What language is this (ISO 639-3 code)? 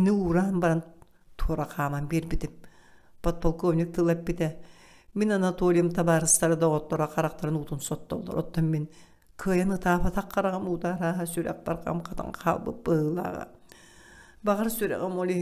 sah